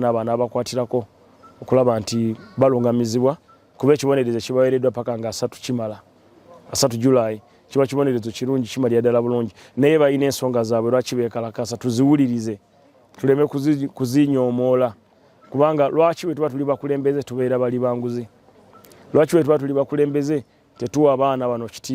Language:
Ganda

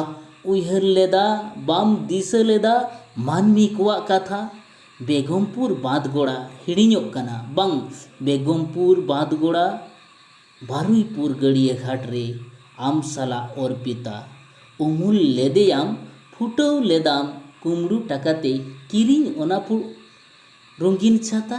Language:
Santali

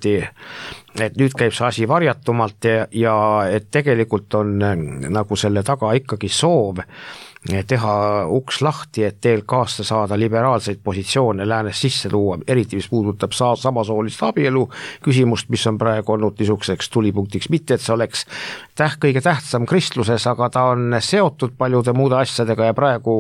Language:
Estonian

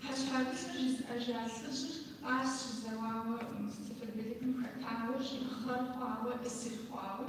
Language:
Kabardian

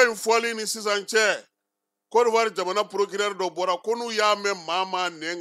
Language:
Bambara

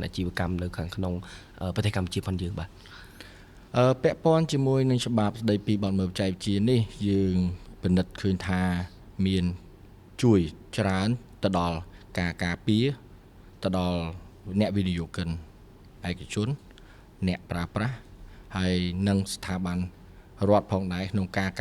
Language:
Khmer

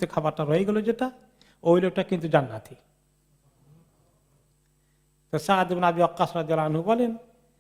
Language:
Bangla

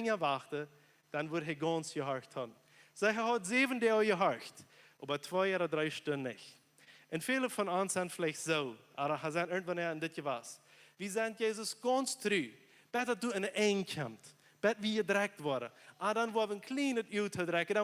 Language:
Plautdietsch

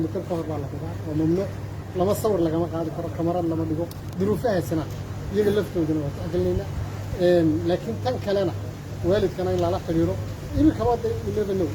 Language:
Somali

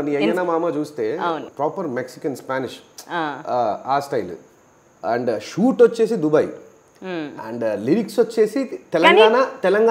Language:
Telugu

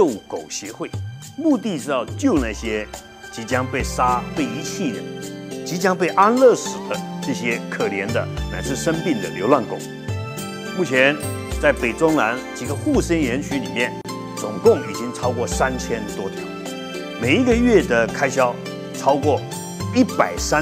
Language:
Chinese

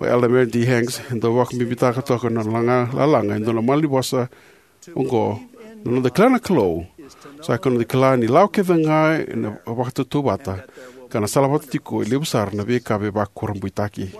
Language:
Fijian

